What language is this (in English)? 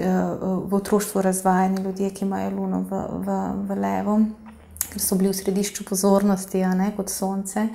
Slovenian